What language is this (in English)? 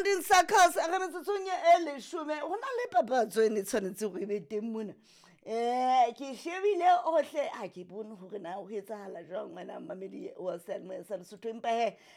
Southern Sotho